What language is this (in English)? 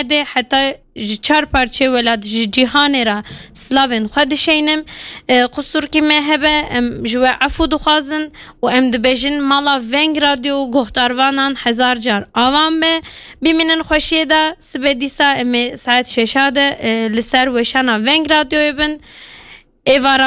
Kurdish